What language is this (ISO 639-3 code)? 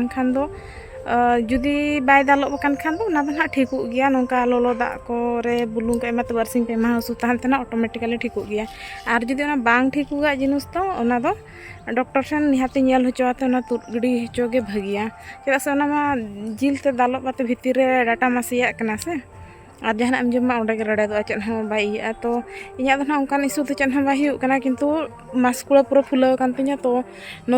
sat